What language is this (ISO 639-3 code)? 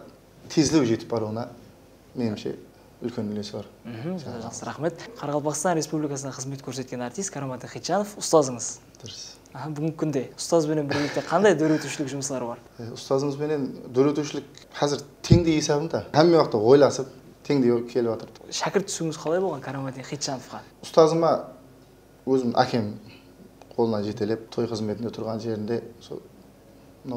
kaa